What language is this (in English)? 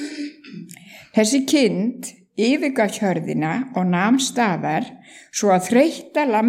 Icelandic